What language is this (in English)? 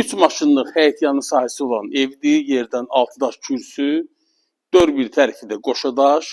Azerbaijani